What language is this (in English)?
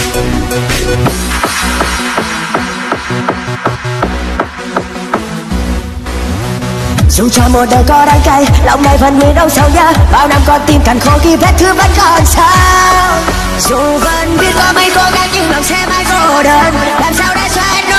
Vietnamese